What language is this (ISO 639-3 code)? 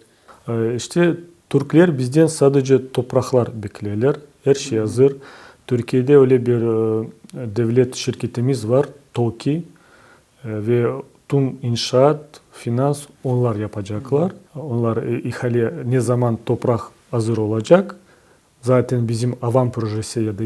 crh